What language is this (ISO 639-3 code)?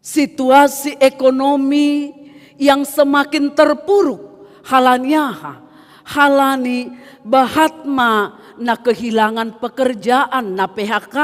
bts